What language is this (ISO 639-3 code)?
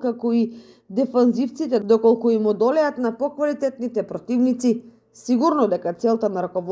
mkd